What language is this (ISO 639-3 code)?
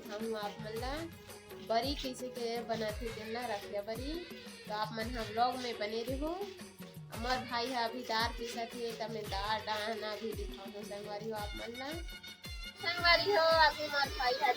hne